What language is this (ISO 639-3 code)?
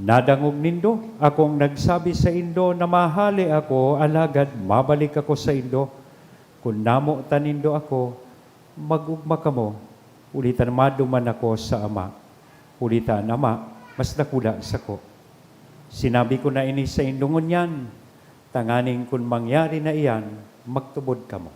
bik